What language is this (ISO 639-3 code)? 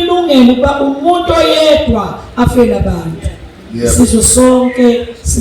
zul